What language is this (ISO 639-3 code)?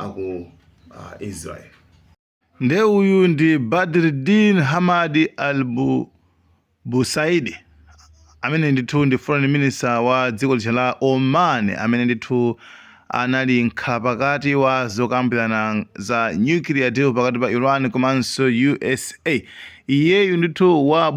nya